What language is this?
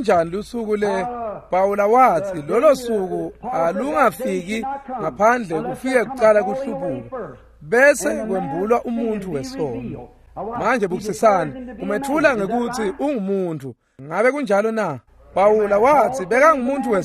Swati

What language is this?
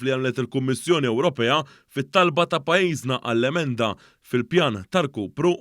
Maltese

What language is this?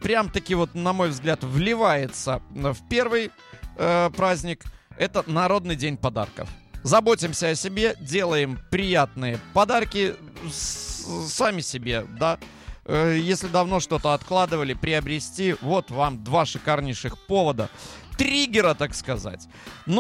Russian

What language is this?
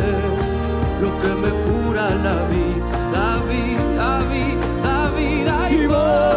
Spanish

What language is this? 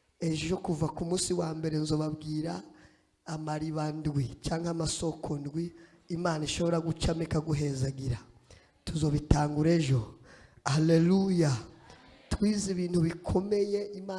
Rundi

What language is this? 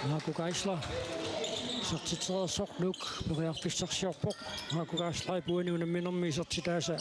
Kalaallisut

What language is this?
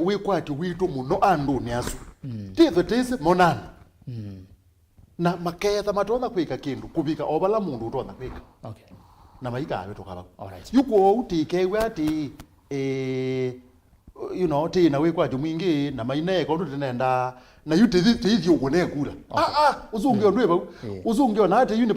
Kamba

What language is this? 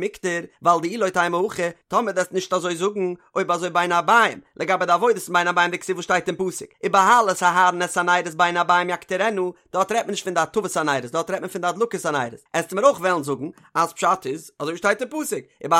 Yiddish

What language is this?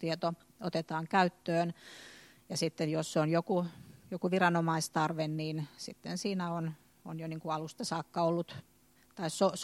Finnish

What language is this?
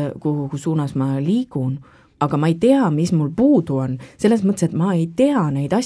Estonian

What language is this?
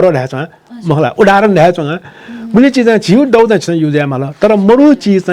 Newari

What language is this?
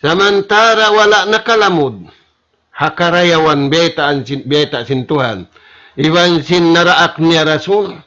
Tausug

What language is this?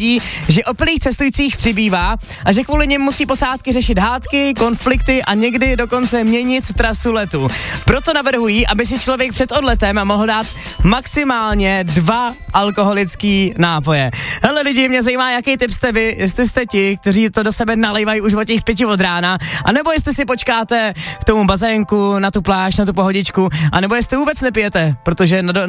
Czech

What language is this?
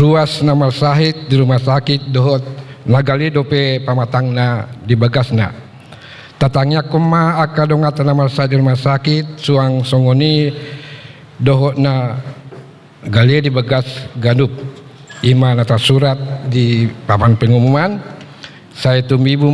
Batak Toba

